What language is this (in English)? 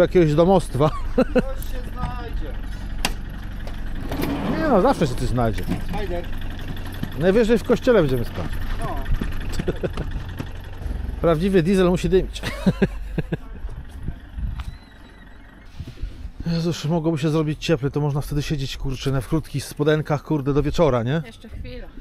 Polish